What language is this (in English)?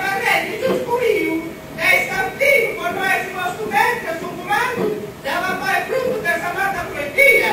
Sardinian